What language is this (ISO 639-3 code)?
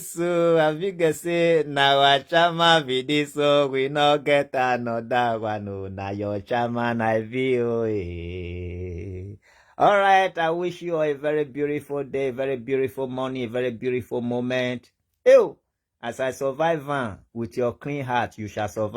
pcm